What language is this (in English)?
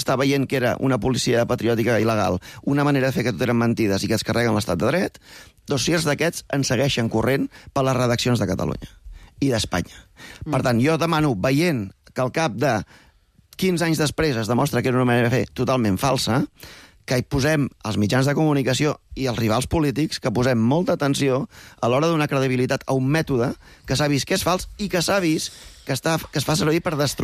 Catalan